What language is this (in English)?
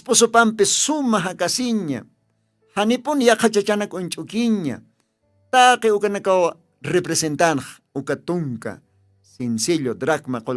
Aymara